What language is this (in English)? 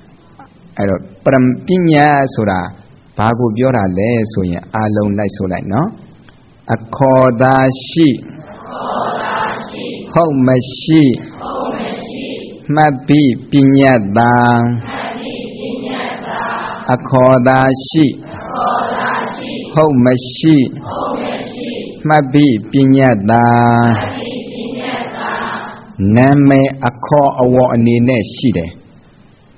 Burmese